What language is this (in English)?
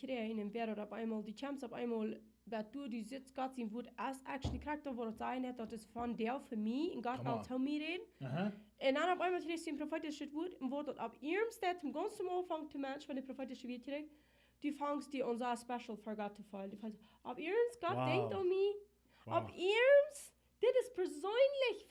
Plautdietsch